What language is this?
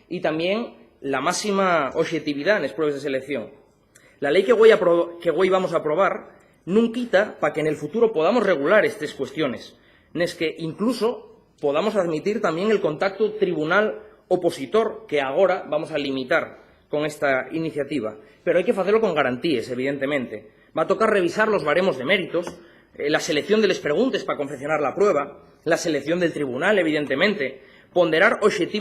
Asturian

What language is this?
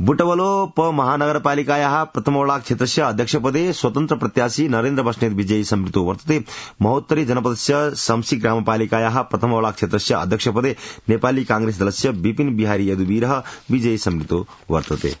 Sanskrit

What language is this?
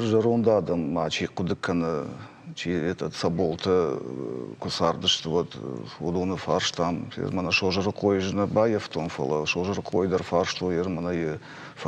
Ossetic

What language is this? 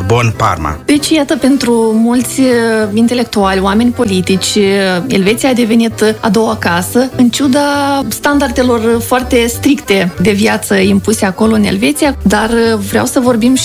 Romanian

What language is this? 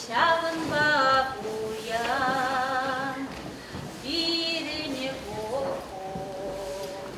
Chuvash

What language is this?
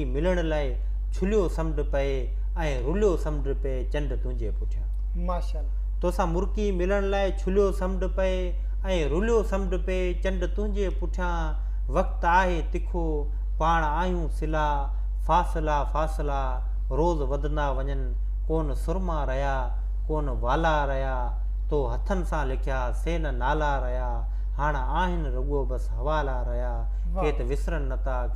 Sindhi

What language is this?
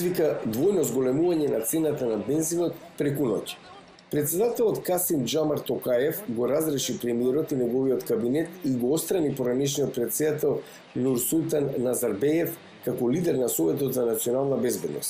Macedonian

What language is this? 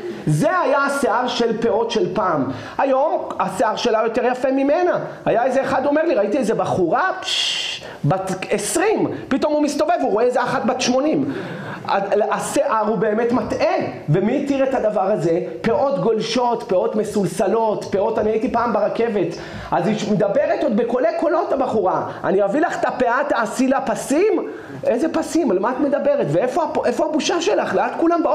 Hebrew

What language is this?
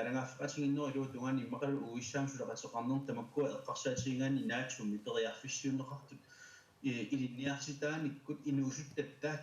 Kalaallisut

